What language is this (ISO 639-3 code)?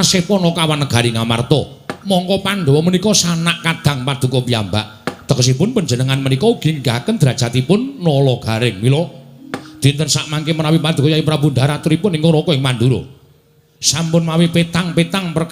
jav